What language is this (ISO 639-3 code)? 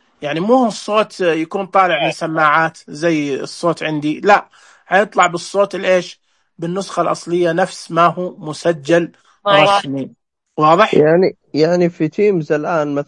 ars